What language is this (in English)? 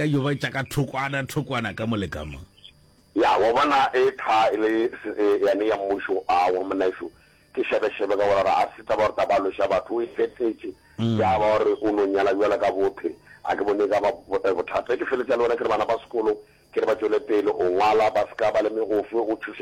Northern Sotho